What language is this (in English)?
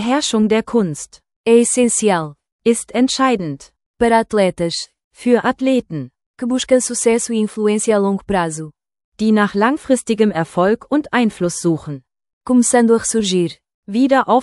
Portuguese